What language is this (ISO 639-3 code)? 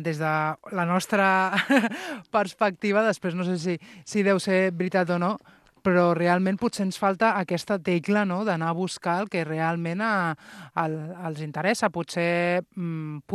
cat